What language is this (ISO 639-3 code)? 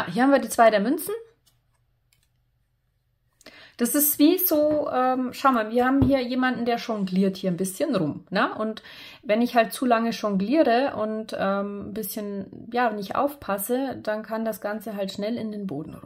deu